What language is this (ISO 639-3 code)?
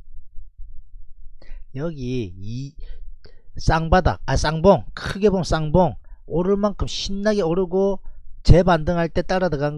kor